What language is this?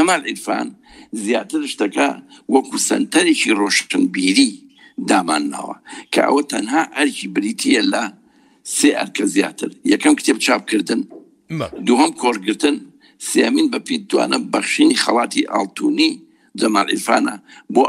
Central Kurdish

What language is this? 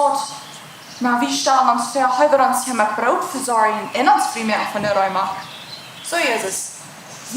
Plautdietsch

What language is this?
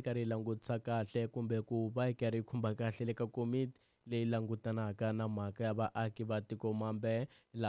Tsonga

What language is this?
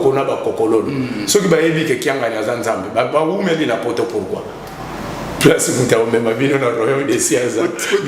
Lingala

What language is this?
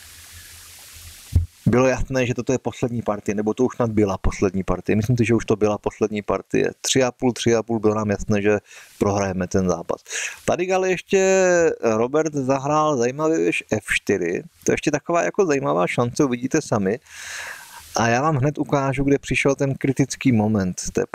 Czech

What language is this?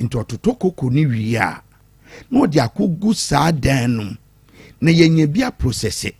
Akan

